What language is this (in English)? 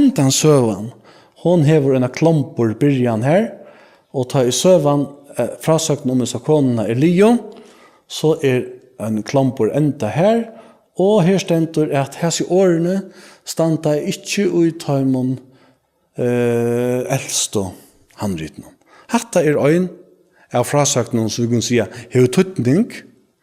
Faroese